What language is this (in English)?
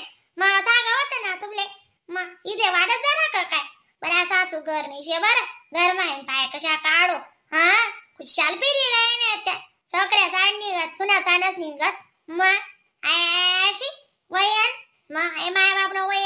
Khandesi